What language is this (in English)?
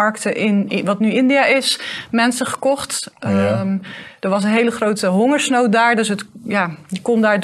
Dutch